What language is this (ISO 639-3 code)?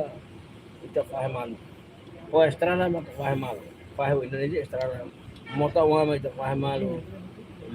tet